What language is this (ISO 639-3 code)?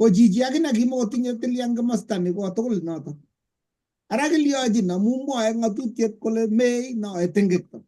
kln